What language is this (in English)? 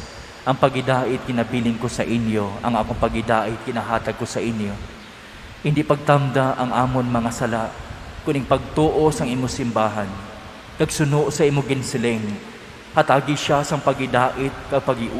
Hiligaynon